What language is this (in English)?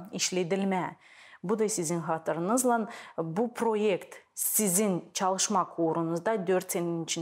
Gagauz